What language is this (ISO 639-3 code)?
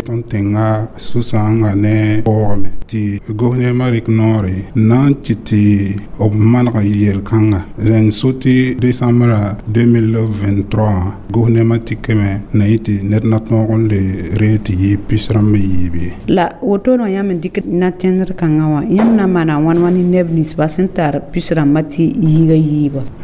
mos